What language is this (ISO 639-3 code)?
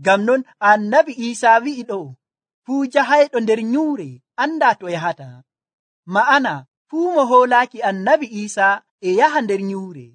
fuv